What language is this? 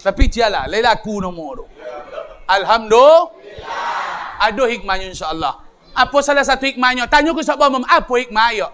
Minangkabau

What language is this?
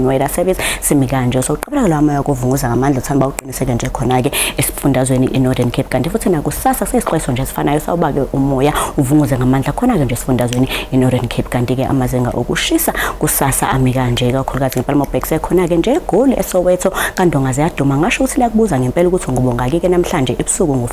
Zulu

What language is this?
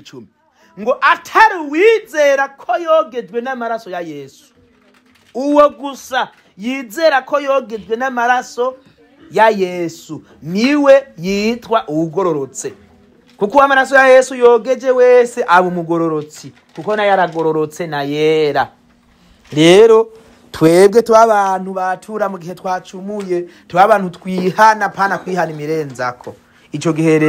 Rundi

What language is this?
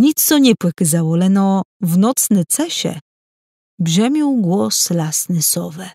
Kashubian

